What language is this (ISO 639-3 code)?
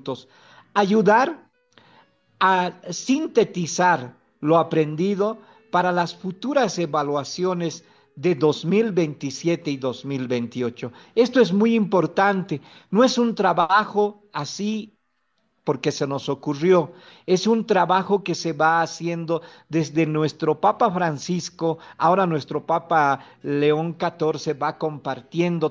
spa